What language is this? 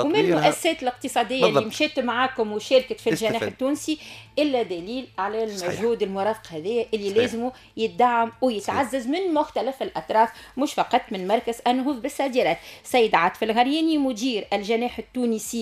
Tunisian Arabic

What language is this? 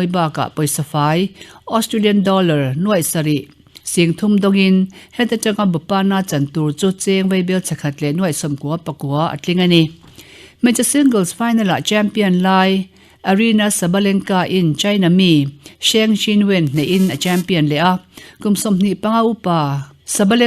Mizo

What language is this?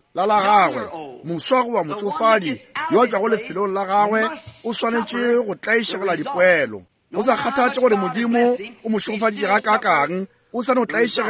Northern Sotho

